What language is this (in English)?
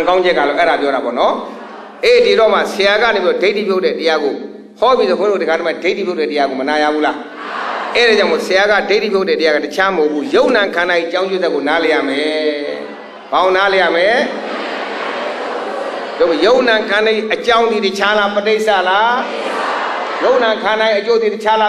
Burmese